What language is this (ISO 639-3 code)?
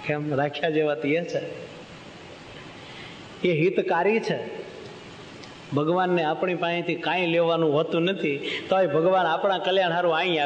guj